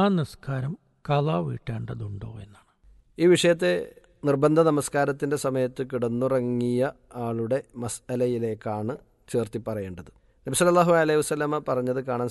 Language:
Malayalam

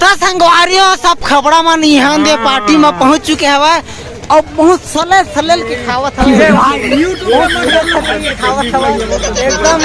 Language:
Chhattisgarhi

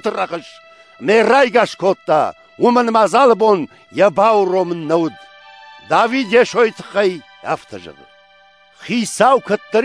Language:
Ossetic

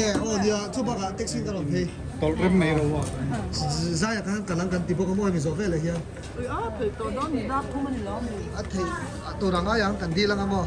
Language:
Mizo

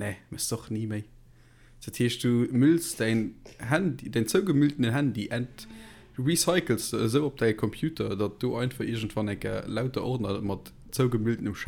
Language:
Luxembourgish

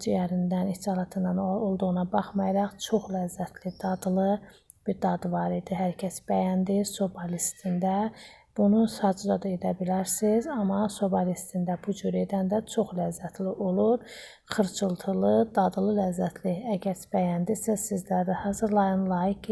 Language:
Azerbaijani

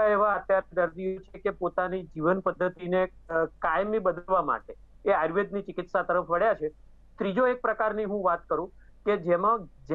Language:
Gujarati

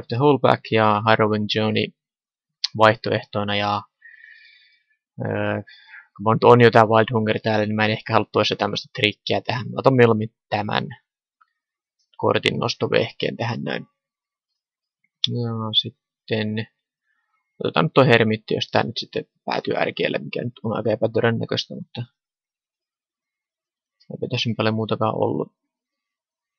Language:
Finnish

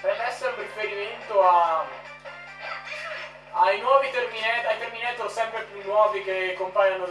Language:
Italian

